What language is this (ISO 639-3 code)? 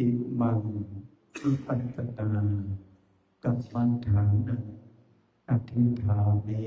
pli